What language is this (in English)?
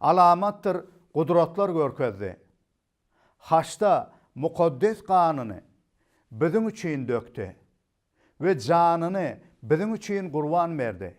Turkmen